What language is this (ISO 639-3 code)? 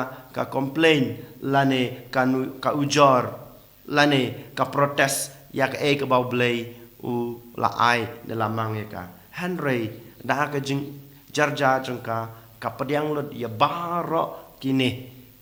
kha